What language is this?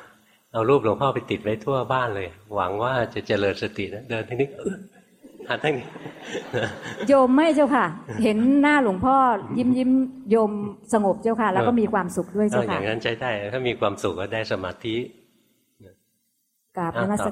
Thai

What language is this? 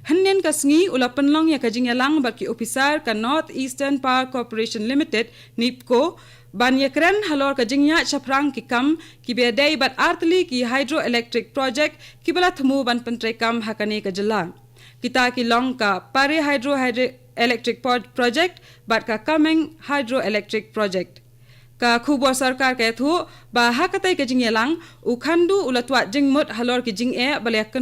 Khasi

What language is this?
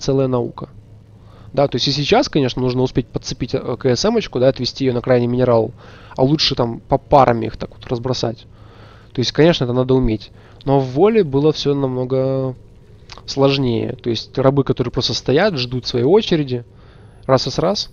Russian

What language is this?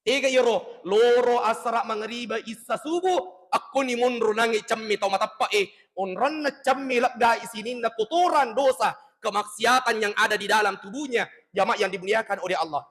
Buginese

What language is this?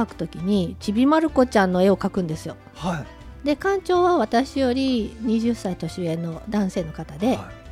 Japanese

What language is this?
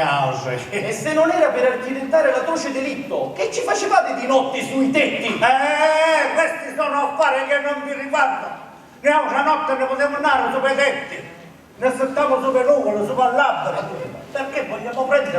Sicilian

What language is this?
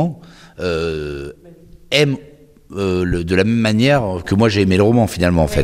French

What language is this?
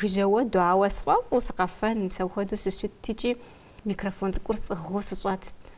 Kabardian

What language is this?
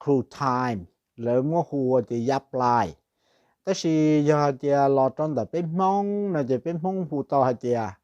Hmong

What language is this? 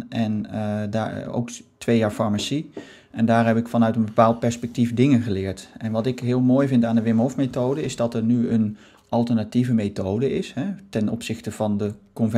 Dutch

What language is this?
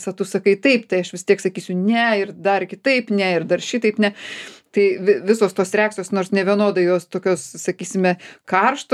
Lithuanian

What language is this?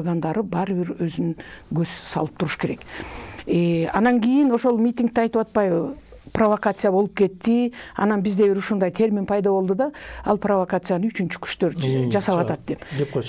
Kyrgyz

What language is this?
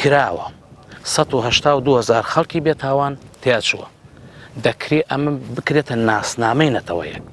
Central Kurdish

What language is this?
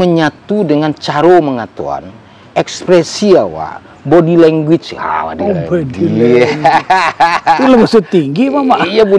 Minangkabau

